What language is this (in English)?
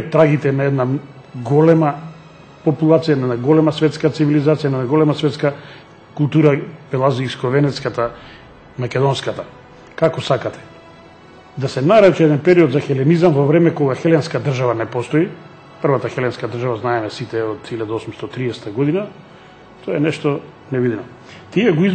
Macedonian